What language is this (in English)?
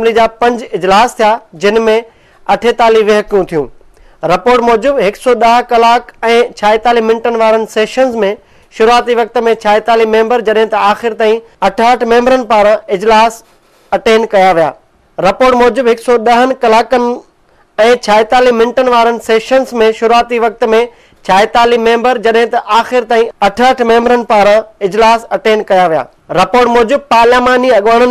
Sindhi